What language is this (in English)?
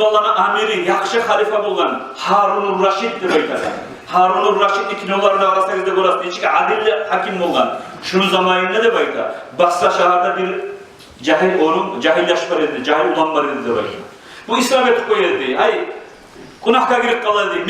Kumyk